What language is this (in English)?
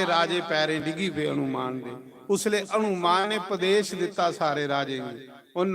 Dogri